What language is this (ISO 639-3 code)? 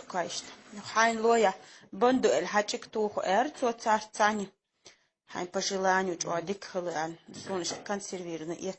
che